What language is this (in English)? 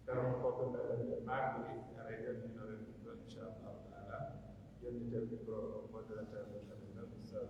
Pular